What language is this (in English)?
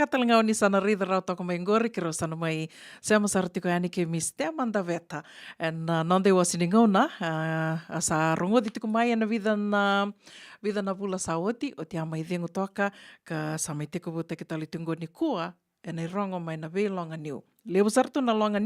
Fijian